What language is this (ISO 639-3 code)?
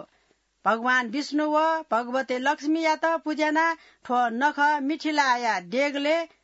new